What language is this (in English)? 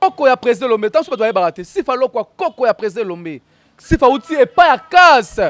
Lingala